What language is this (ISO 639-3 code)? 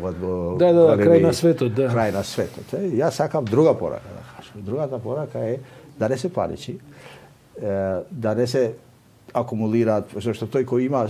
mkd